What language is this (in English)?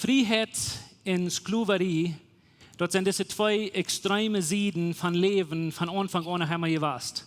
Plautdietsch